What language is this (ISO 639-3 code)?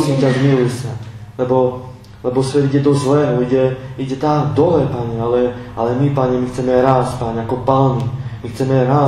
slk